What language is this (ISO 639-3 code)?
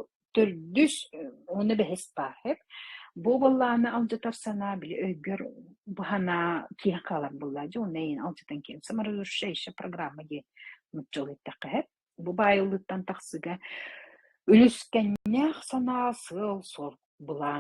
sah